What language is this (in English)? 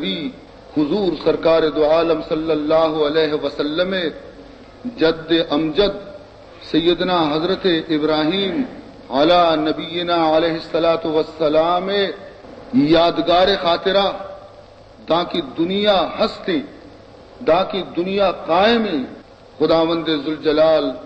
Baluchi